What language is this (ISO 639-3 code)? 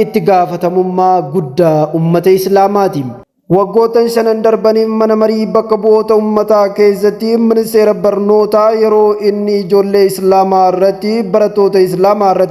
orm